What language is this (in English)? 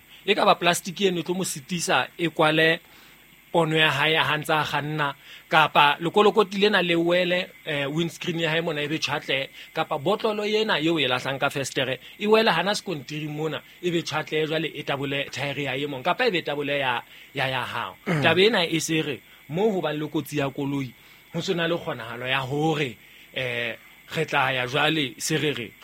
Southern Sotho